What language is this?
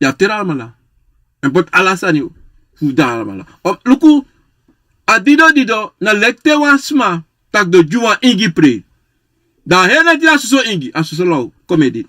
Sranan Tongo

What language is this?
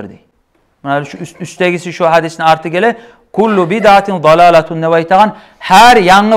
Kumyk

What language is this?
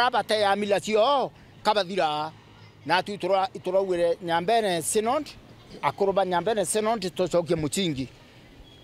Meru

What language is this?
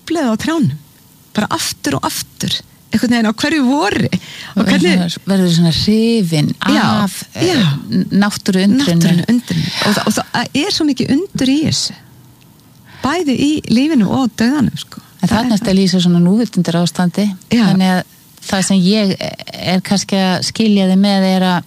Icelandic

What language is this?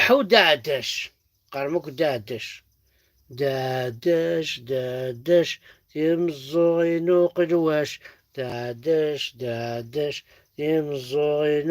Kabyle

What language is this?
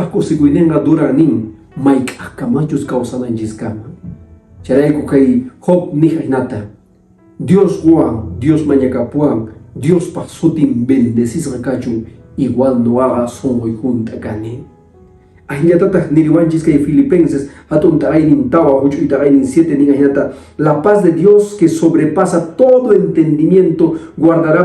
Quechua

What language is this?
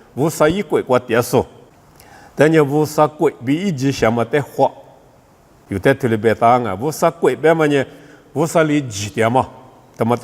Lisu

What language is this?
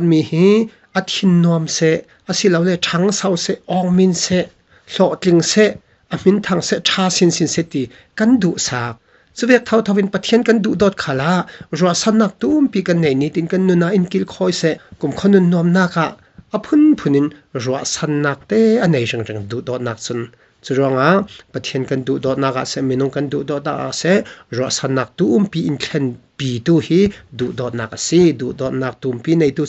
Falam Chin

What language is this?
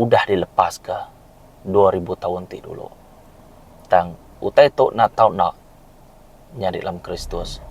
Iban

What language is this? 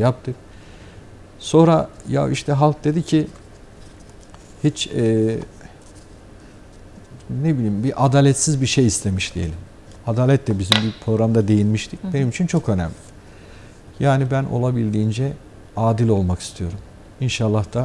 Turkish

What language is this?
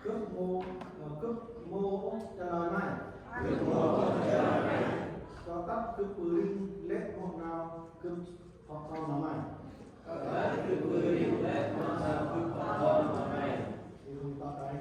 Central Mnong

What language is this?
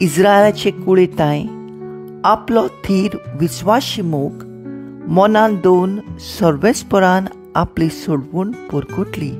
Konkani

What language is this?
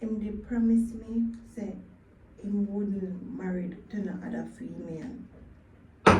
Jamaican Creole English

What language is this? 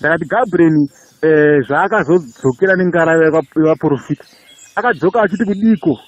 Shona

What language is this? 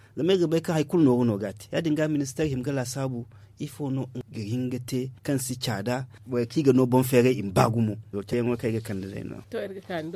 Zarma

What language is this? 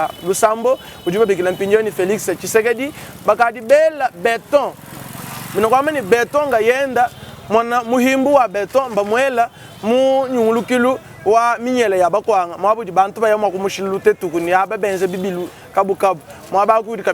Luba-Lulua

